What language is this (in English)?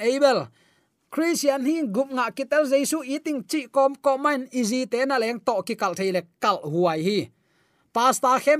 Tedim Chin